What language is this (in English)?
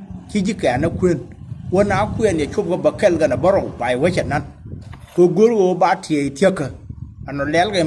Nuer